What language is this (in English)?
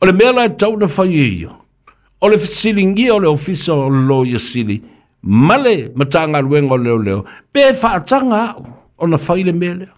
Samoan